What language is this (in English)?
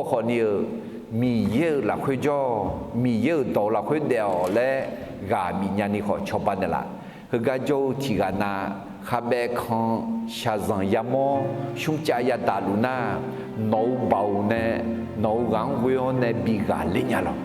Akha